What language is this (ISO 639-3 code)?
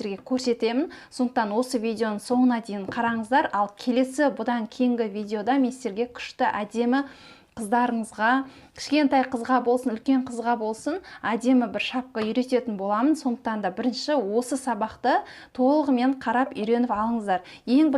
kaz